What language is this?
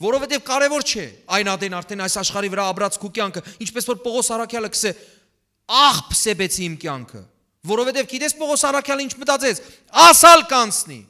Western Armenian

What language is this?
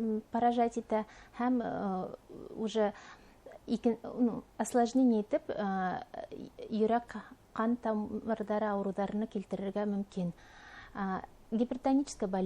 Bashkir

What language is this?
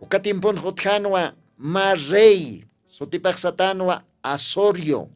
Aymara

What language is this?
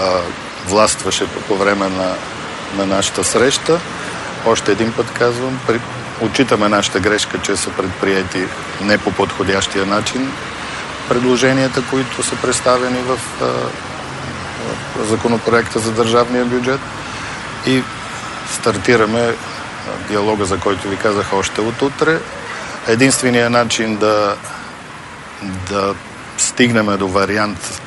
Bulgarian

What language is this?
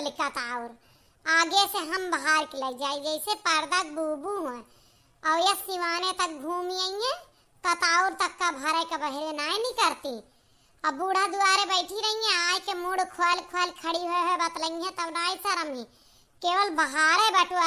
Awadhi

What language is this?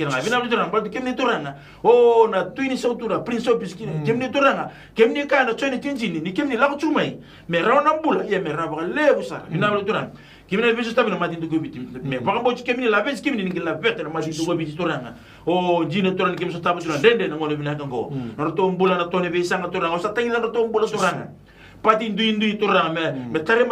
Fijian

